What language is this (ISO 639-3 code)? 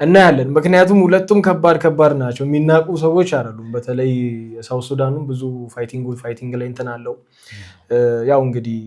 amh